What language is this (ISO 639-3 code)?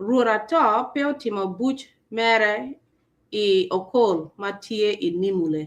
ach